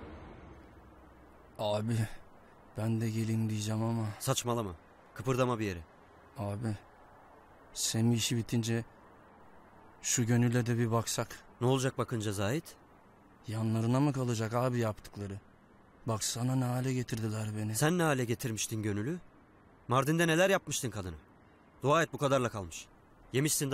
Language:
Turkish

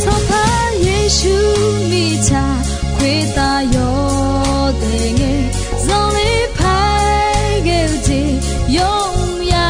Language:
Akha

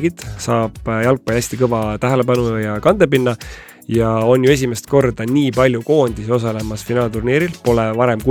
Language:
Estonian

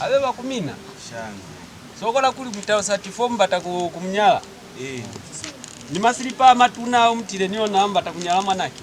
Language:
Lozi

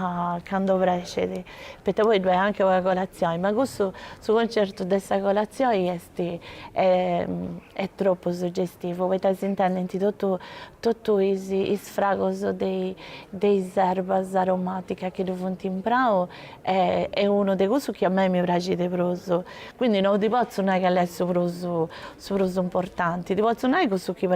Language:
Sardinian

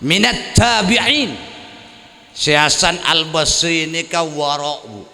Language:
Madurese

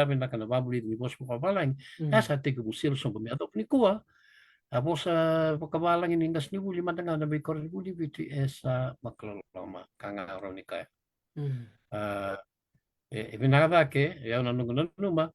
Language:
Fijian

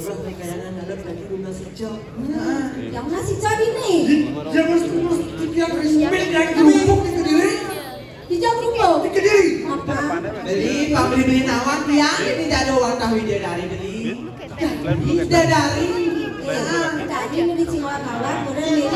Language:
Balinese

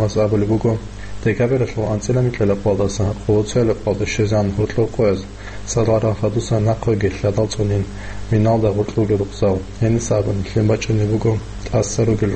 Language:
Avaric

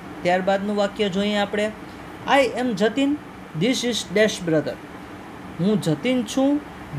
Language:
Gujarati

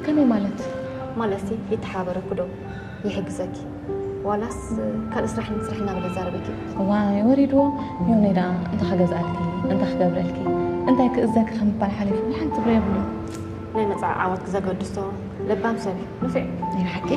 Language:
Tigrinya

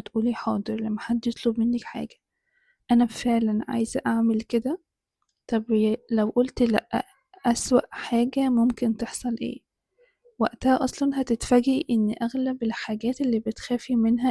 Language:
Egyptian Arabic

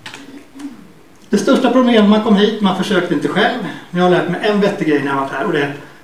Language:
Swedish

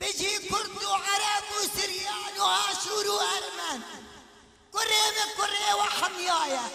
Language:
Kurdish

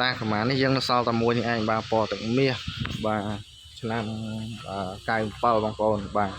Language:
Khmer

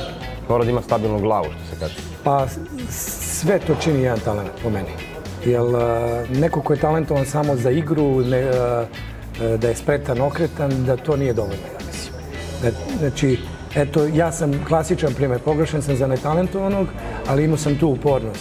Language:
Serbian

